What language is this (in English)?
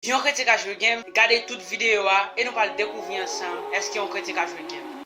Haitian Creole